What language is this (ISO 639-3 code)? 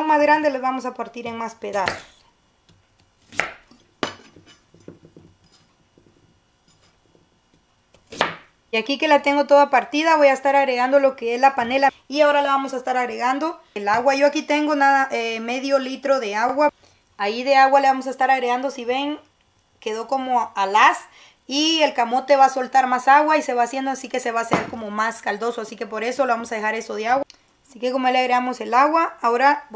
spa